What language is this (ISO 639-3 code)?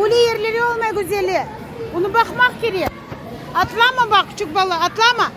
crh